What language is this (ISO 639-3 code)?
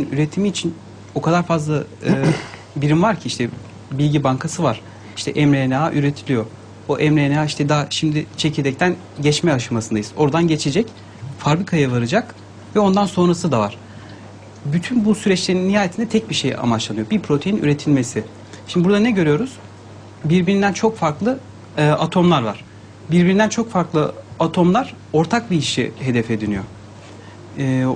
tur